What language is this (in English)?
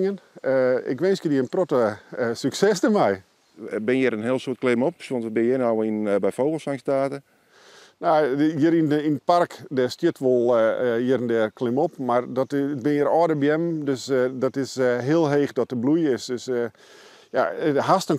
Western Frisian